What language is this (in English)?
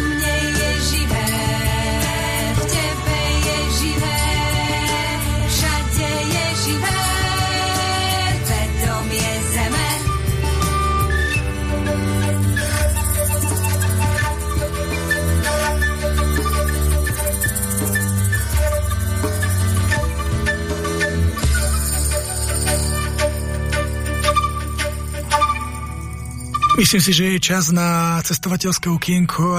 Slovak